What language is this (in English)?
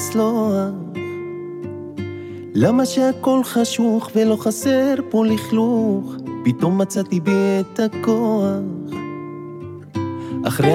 Hebrew